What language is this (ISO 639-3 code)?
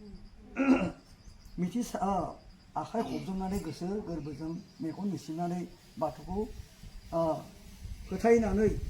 brx